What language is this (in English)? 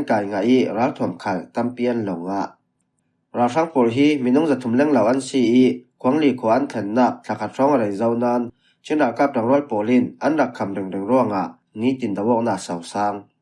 Falam Chin